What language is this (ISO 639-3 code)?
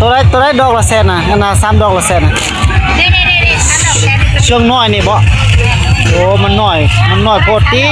tts